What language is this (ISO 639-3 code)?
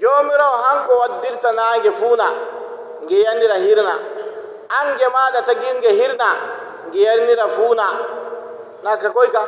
fuv